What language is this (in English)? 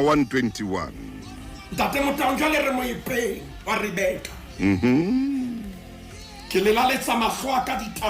Southern Sotho